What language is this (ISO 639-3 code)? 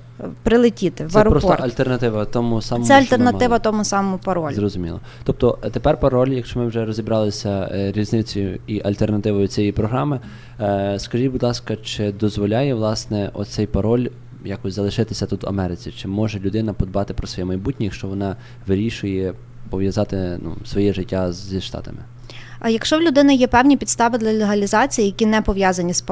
ukr